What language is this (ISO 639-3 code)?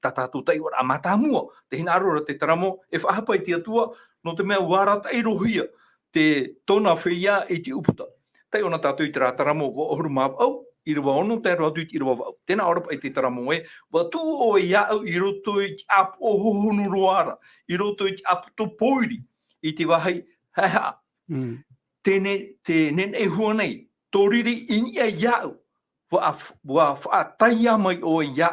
tah